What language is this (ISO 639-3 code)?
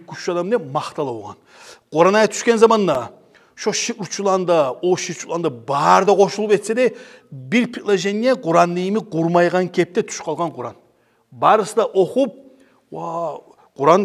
kum